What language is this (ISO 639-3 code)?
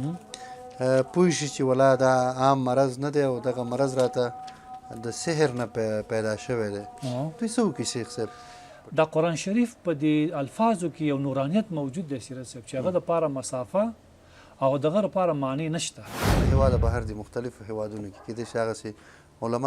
pus